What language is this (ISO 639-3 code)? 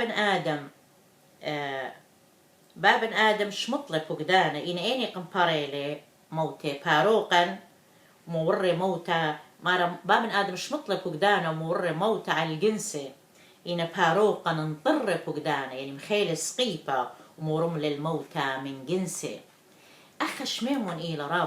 aii